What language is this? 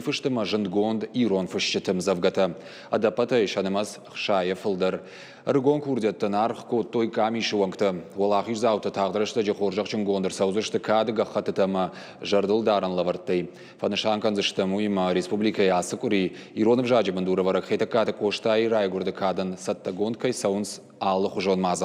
Ossetic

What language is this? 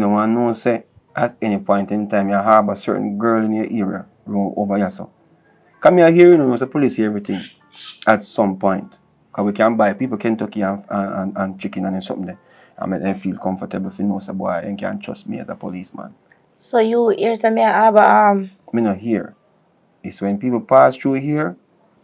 Jamaican Creole English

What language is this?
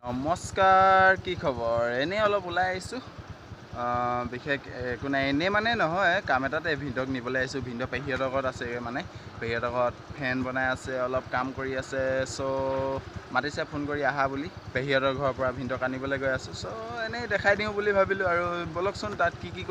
Assamese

